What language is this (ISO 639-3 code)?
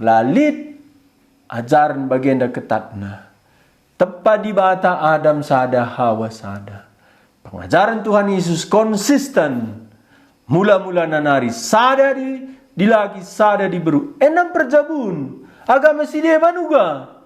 btx